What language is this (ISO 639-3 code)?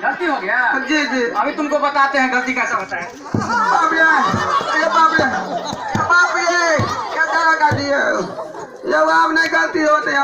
mai